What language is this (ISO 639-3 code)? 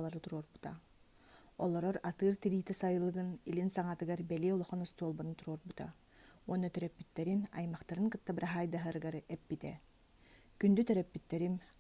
sah